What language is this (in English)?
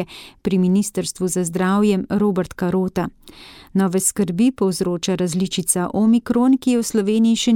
Slovenian